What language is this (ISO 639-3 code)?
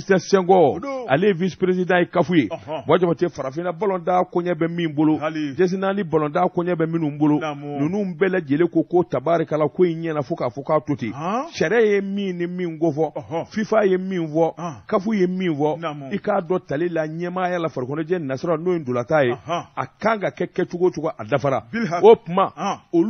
bam